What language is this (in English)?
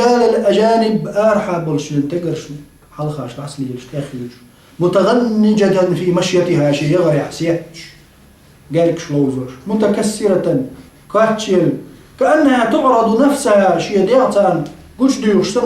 Chechen